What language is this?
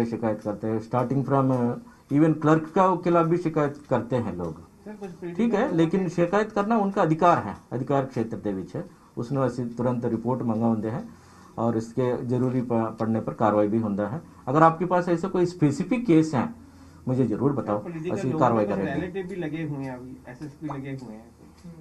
Punjabi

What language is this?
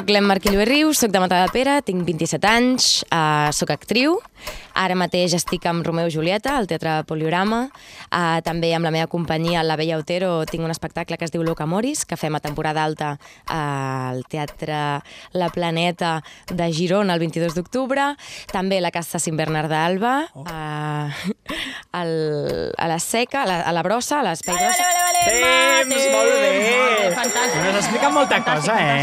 Catalan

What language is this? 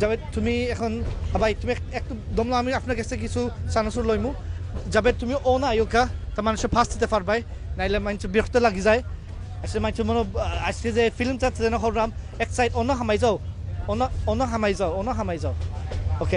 Sylheti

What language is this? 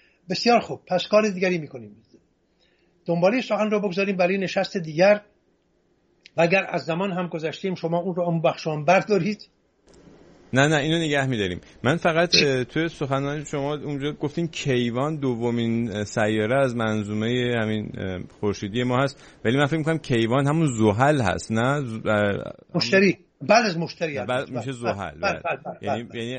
Persian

